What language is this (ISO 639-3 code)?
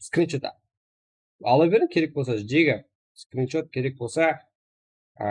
kaa